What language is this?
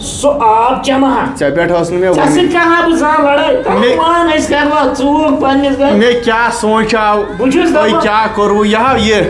Kashmiri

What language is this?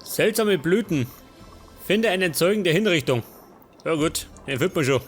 Bavarian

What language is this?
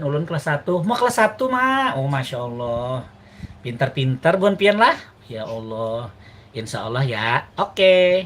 Banjar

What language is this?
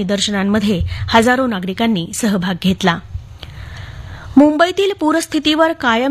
Marathi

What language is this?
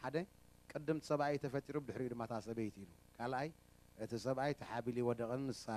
Tigrinya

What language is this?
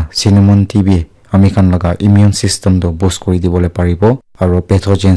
Naga Pidgin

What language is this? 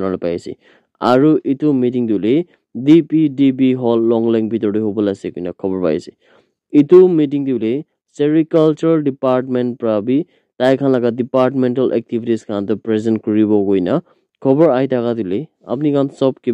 Naga Pidgin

